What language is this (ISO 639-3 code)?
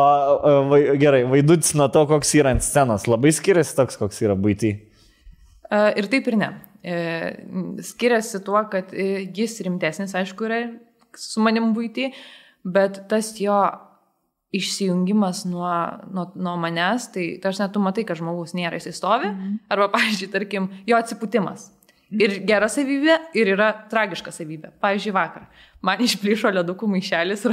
lit